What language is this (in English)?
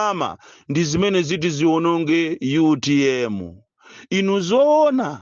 Nyanja